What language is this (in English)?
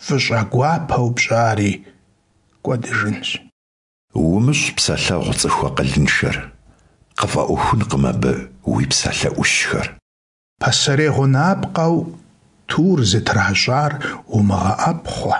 Kabardian